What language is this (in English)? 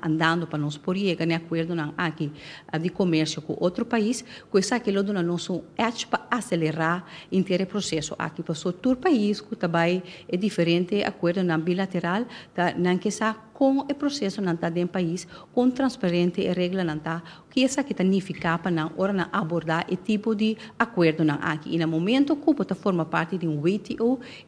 Papiamento